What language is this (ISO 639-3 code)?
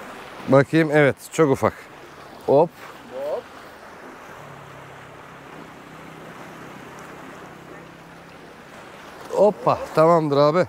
tur